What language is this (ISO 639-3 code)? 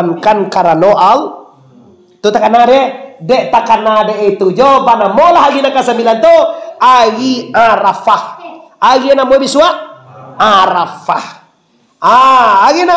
min